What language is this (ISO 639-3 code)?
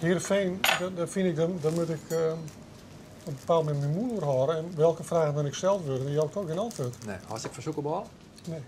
fry